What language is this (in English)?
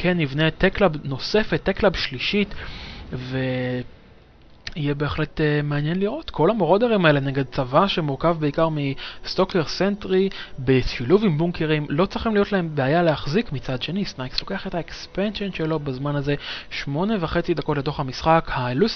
Hebrew